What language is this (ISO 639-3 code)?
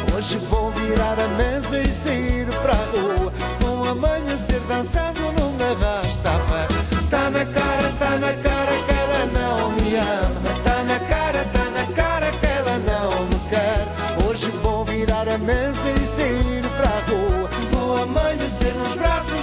por